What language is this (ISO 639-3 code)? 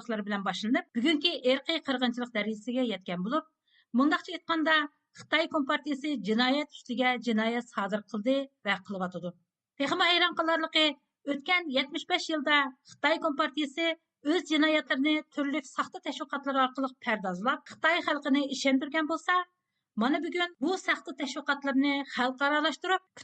uig